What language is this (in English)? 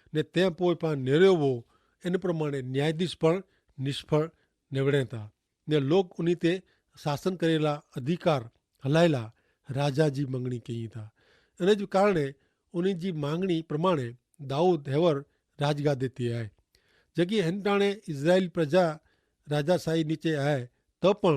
Kachhi